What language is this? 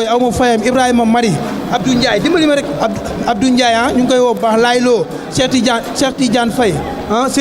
Wolof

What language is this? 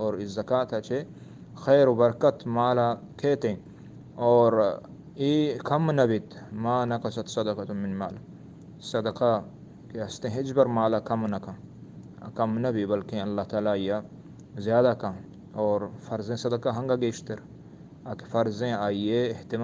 Eastern Balochi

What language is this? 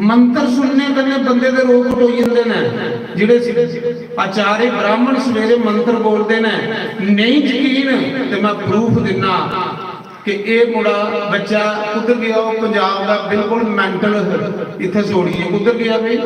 Dogri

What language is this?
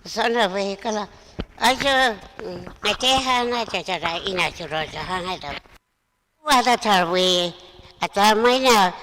Tangkhul Naga (India)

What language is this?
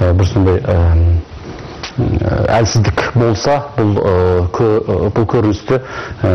Kazakh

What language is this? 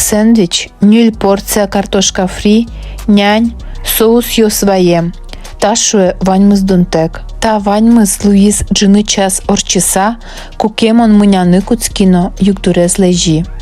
Udmurt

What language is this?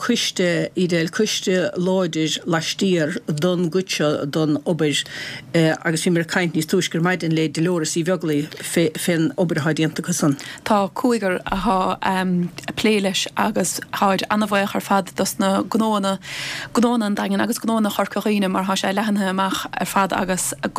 Irish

